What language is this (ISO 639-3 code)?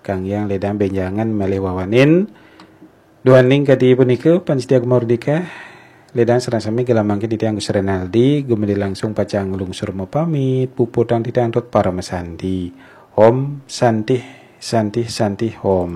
ban